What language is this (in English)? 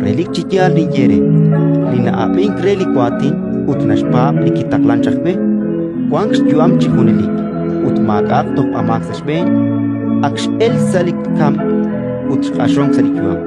Kekchí